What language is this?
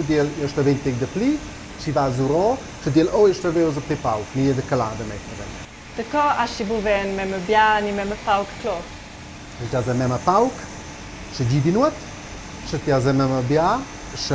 Romansh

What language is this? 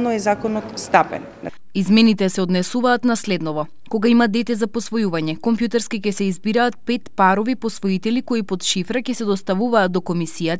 Macedonian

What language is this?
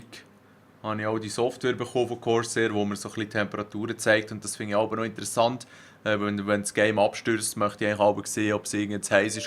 Swiss German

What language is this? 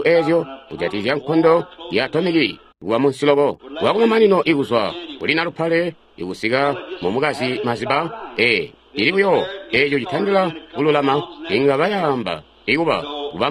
Tonga (Zambia)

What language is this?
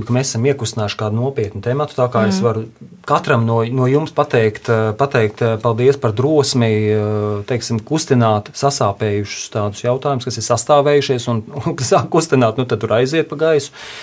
Latvian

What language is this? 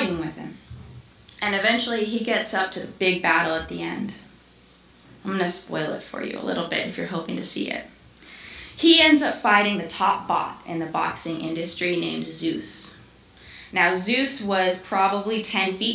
English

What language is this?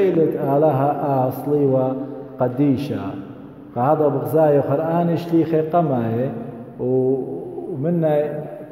Assyrian Neo-Aramaic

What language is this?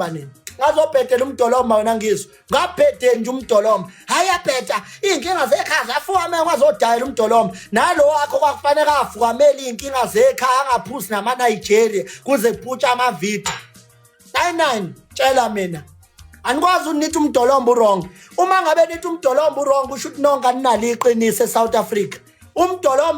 Zulu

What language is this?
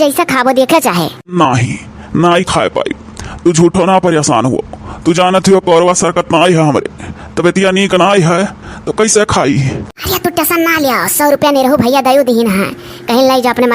Awadhi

